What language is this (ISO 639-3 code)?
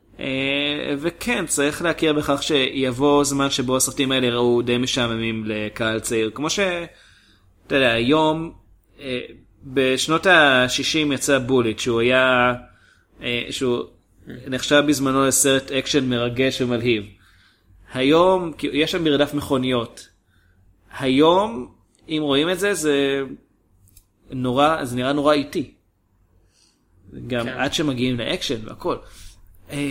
heb